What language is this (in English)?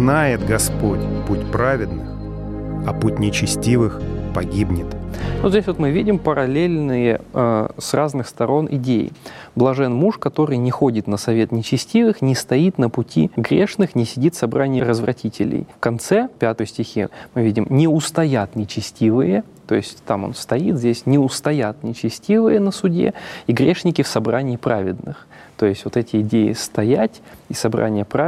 Russian